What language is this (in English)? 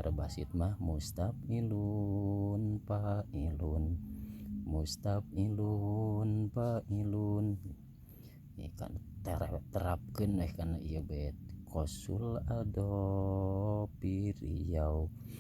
Sundanese